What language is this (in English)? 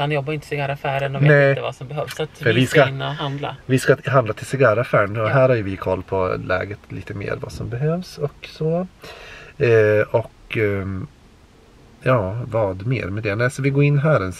Swedish